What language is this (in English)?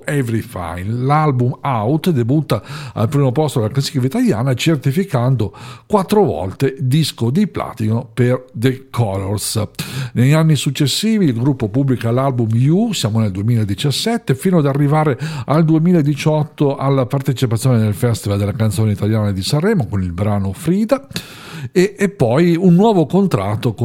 Italian